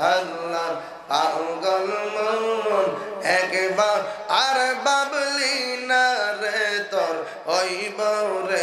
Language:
Sylheti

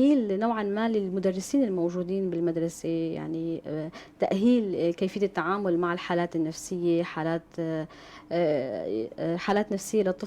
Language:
North Levantine Arabic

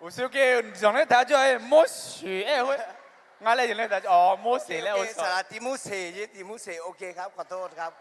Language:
Akha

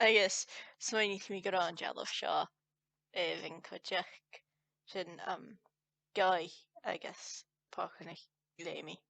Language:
Scottish Gaelic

